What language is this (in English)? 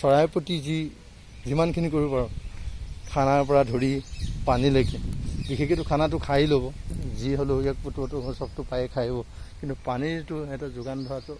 Assamese